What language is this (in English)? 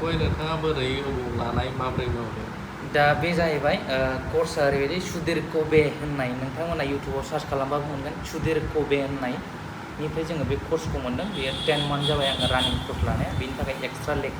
Bodo